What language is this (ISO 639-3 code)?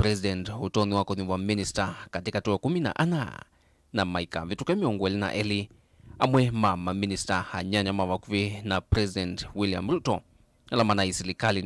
kam